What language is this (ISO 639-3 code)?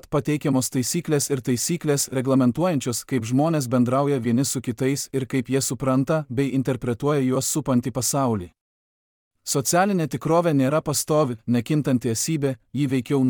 lit